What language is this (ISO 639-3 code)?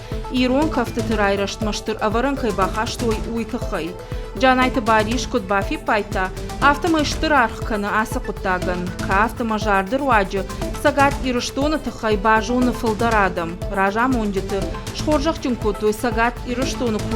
oss